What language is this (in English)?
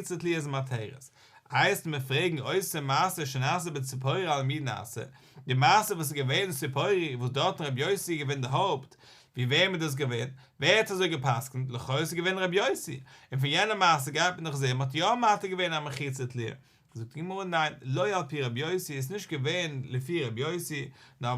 Yiddish